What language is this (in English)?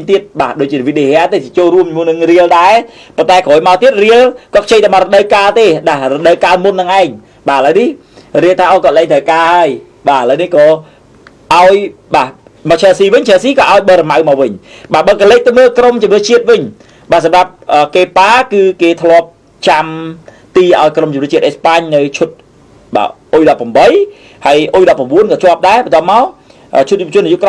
Khmer